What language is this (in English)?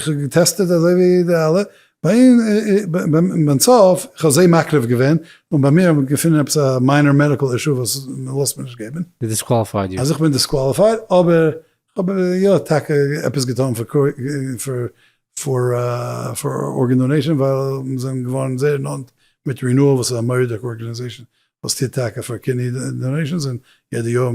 Yiddish